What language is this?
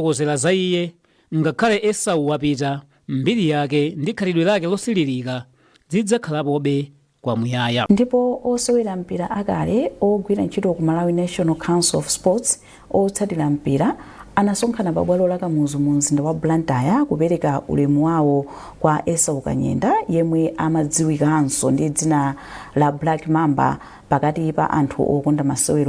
Nyanja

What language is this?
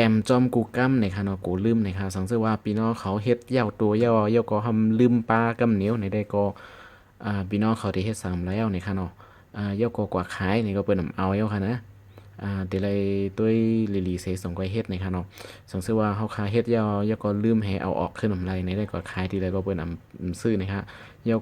Shan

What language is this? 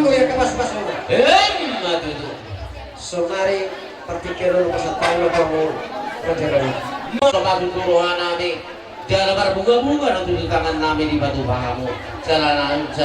Batak Toba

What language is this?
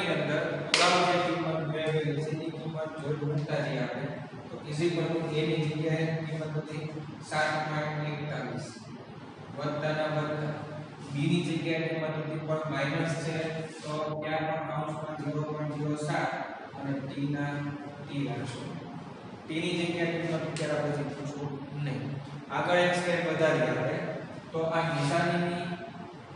Gujarati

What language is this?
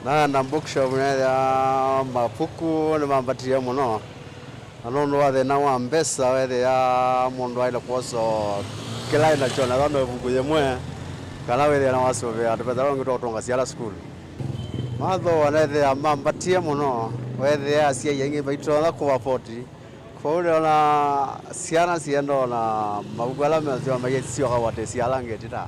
Kamba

